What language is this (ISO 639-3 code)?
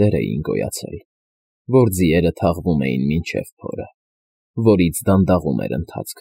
hye